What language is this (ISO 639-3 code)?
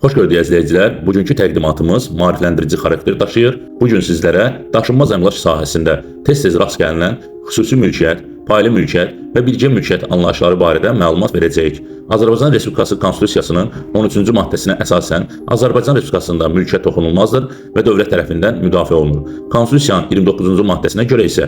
aze